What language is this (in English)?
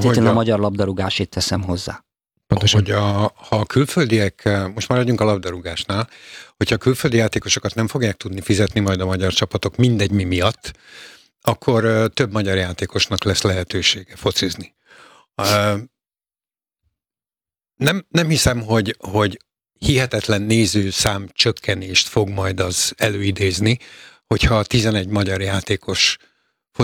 Hungarian